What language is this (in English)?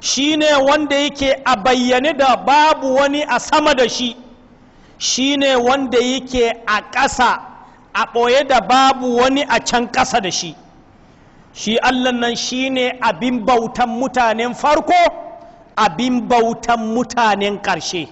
Hausa